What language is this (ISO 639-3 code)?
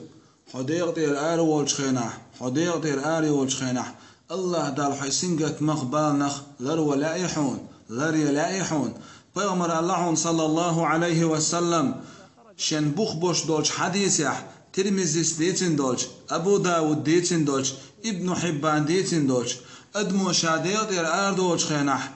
che